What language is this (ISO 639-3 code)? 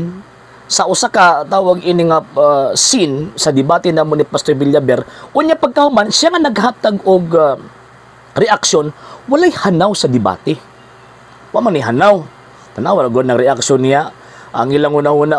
ceb